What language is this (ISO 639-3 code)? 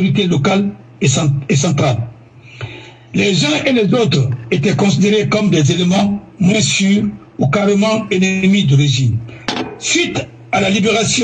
fra